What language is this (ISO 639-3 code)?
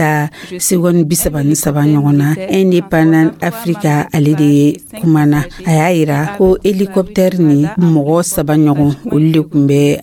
dyu